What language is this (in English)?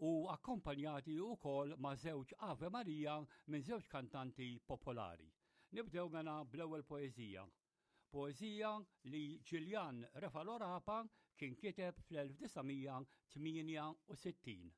Maltese